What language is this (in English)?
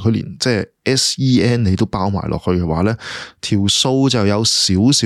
Cantonese